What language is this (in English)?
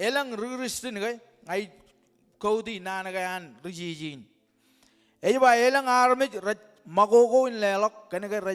Marshallese